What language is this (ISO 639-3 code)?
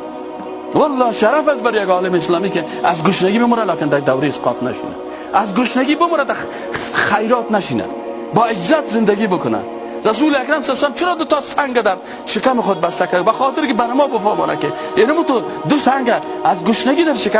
fas